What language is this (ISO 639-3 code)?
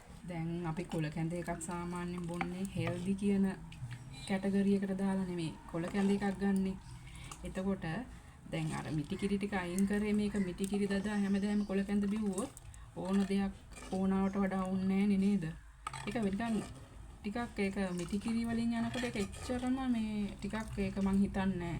sin